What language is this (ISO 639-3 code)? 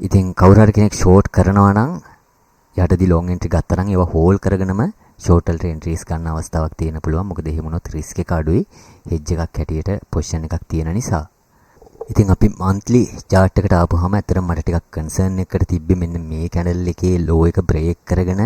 sin